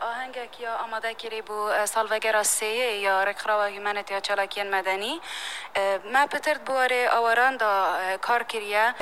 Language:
Kurdish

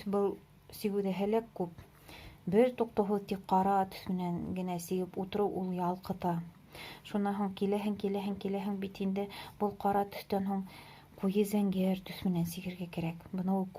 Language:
Bashkir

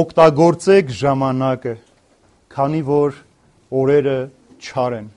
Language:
Armenian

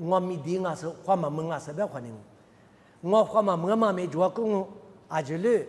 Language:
Lisu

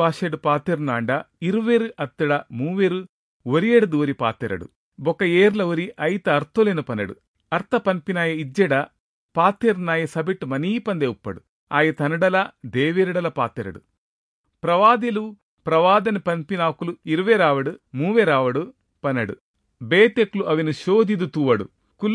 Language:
Tulu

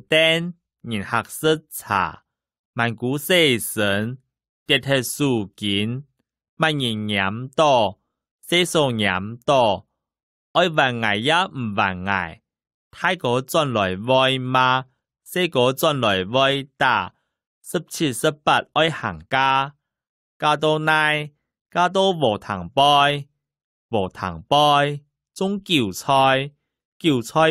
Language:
Hakka Chinese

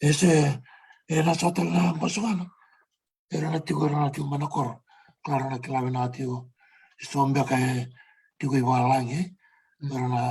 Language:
Fijian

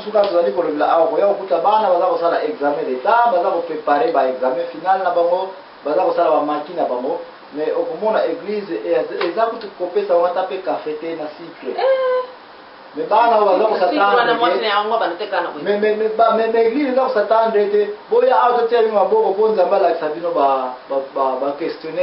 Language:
Lingala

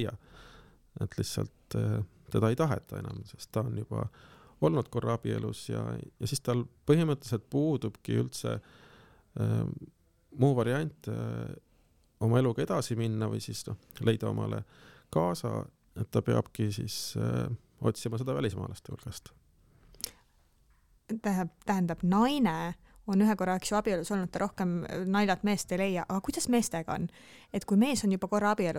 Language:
Estonian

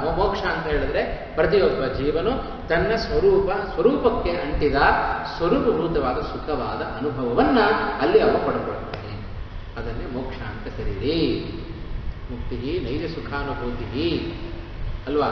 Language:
Kannada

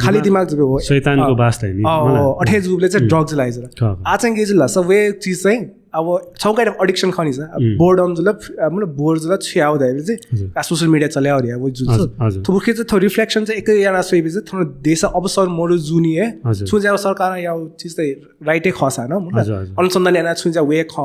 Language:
Newari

